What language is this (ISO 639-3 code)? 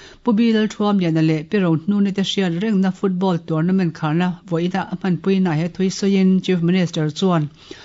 lus